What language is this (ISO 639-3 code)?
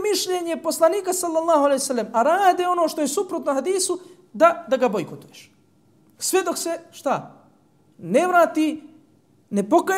bos